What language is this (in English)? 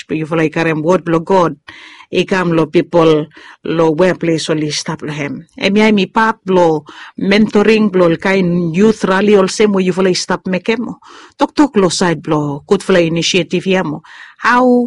Bislama